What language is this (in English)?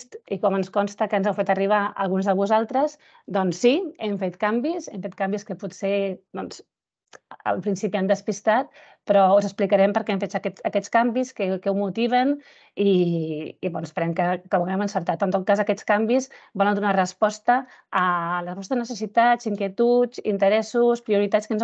Catalan